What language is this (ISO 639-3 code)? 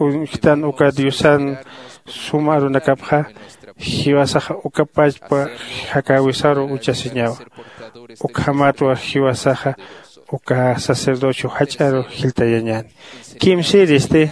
aym